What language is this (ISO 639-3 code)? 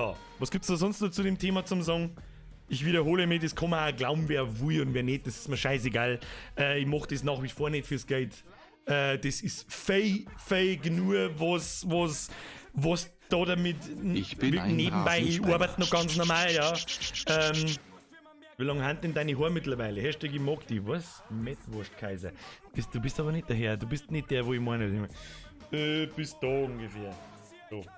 bar